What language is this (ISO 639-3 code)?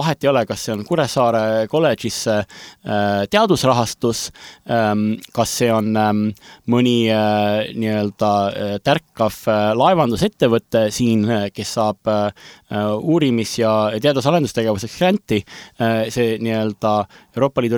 est